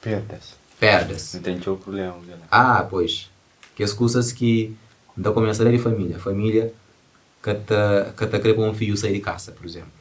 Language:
Kabuverdianu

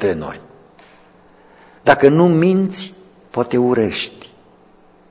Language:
Romanian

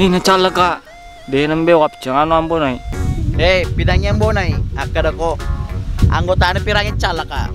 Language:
Buginese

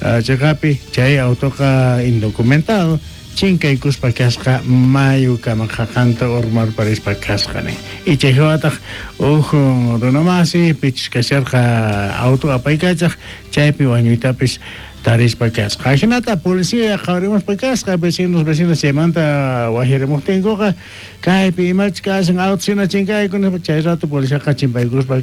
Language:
South Bolivian Quechua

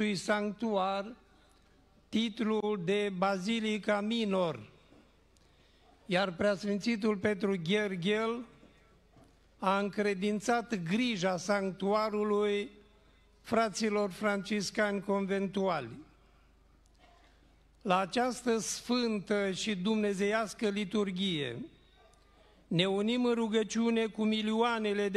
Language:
Romanian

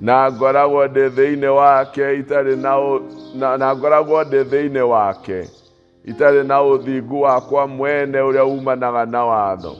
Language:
Kikuyu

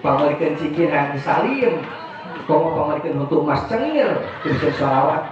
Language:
Sundanese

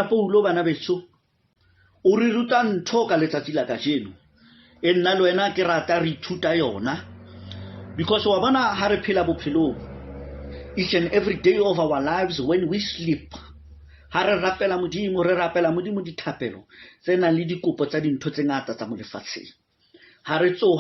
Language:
Southern Sotho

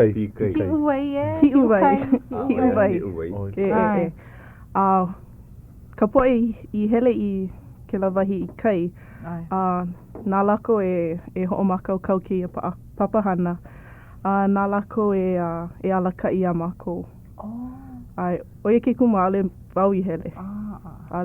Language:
Hawaiian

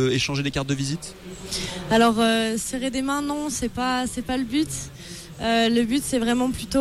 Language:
French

